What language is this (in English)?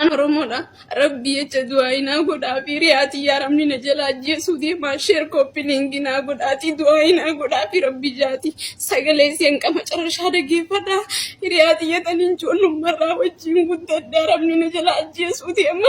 Oromo